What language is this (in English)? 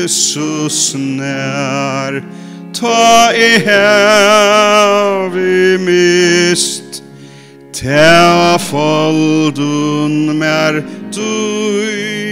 Faroese